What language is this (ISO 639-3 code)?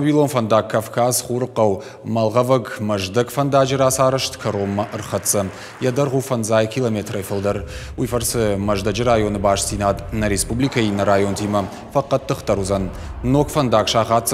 oss